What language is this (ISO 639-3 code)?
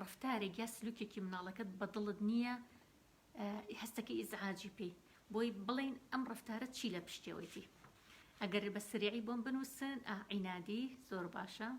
ckb